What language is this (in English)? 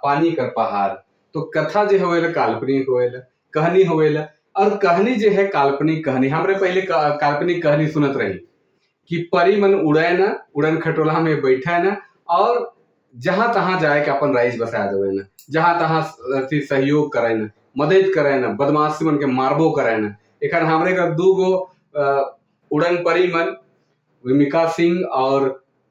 Sadri